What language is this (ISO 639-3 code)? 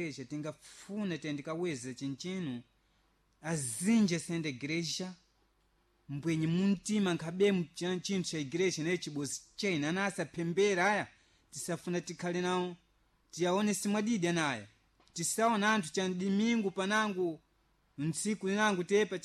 seh